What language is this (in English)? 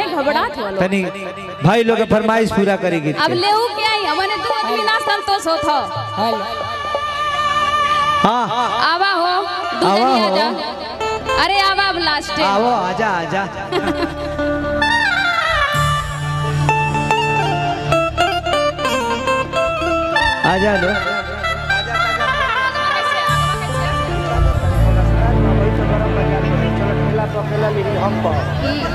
Bhojpuri